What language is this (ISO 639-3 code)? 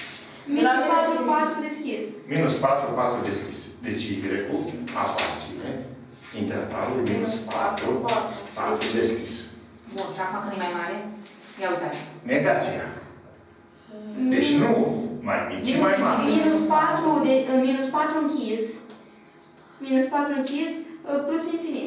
ron